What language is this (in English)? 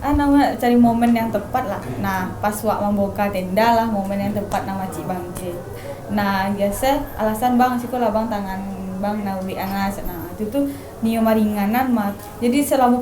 Minangkabau